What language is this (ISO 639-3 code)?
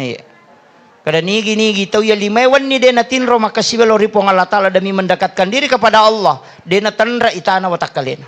bug